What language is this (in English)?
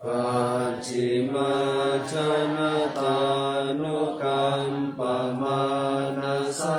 Pali